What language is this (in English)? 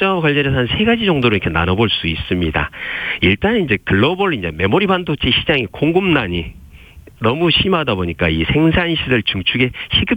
Korean